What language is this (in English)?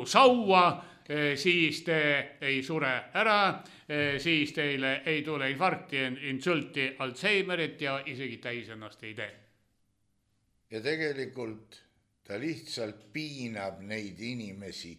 Estonian